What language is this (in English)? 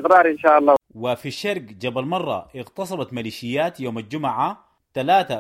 Sudanese Arabic